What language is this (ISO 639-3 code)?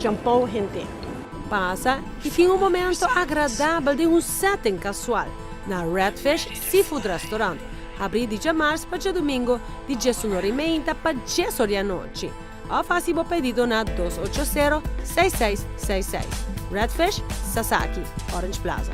pap